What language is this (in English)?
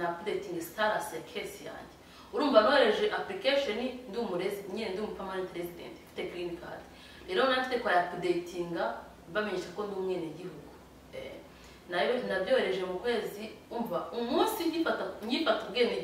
Kinyarwanda